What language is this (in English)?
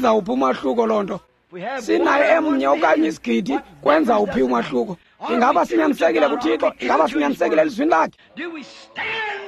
Xhosa